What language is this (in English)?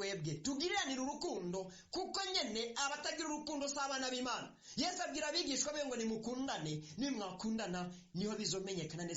Rundi